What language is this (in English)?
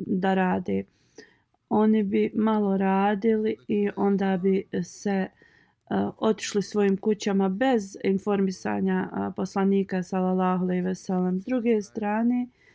Bosnian